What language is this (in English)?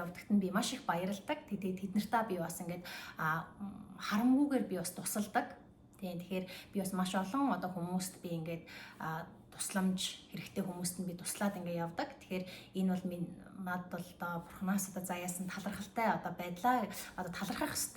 Mongolian